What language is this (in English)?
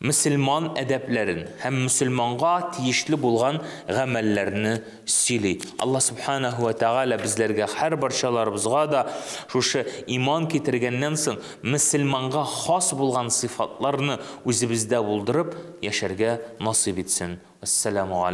Tatar